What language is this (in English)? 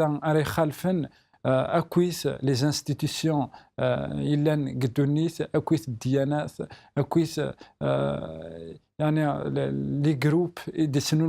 Kabyle